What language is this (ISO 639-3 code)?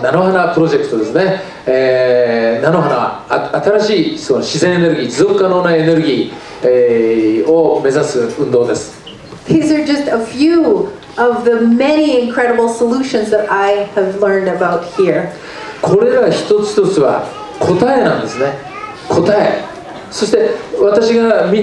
jpn